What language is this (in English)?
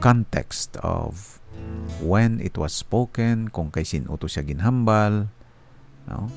Hiligaynon